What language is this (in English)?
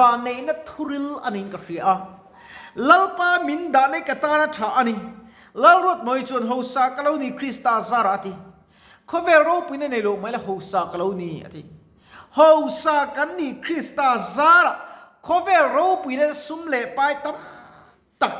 Mizo